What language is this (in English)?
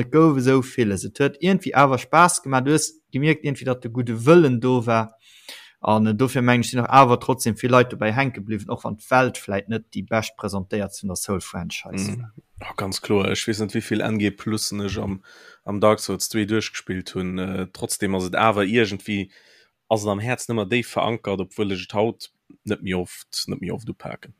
Luxembourgish